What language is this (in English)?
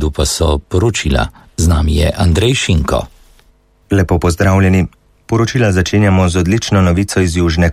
Slovenian